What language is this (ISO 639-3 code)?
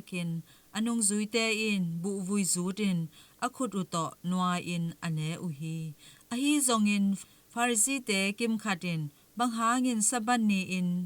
ctd